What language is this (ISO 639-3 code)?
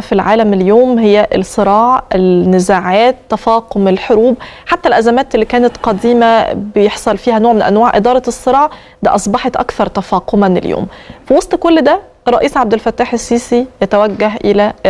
arz